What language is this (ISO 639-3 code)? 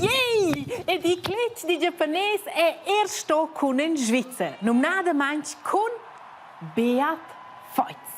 roh